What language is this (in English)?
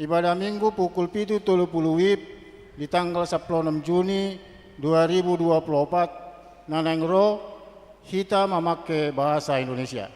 Batak Toba